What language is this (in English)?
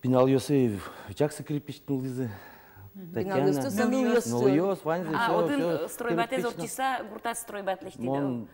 Udmurt